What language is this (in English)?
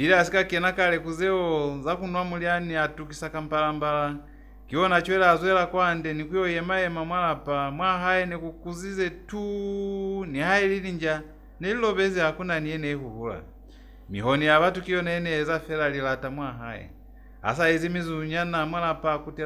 Lozi